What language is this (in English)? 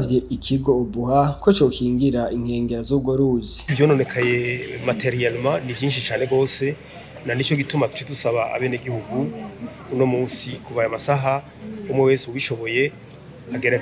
Rundi